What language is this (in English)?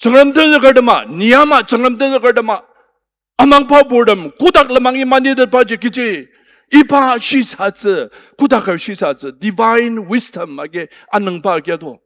Ao Naga